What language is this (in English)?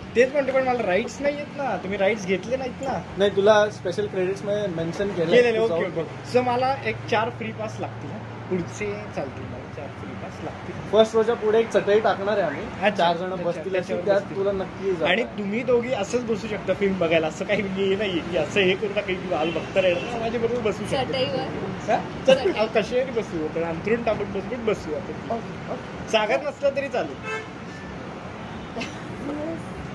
Marathi